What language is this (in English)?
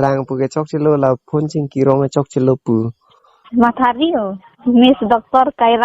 Karbi